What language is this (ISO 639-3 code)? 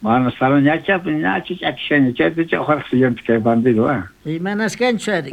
quh